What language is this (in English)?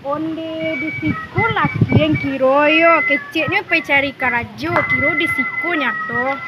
Minangkabau